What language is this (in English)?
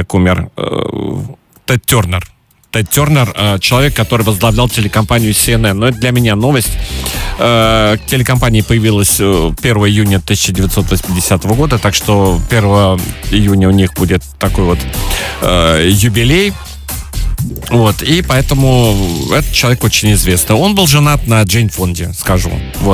Russian